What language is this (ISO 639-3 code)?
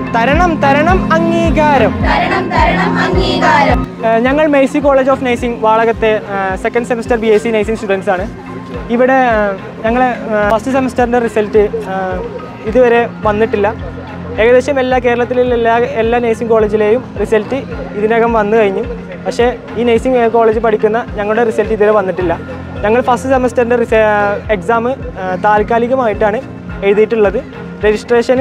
mal